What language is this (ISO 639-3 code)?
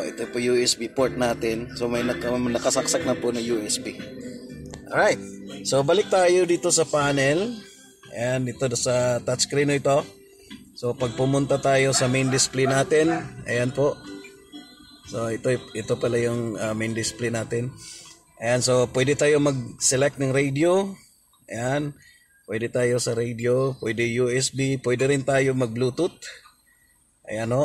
fil